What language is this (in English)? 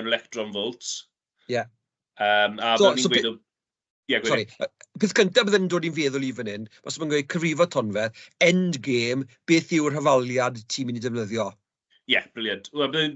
Welsh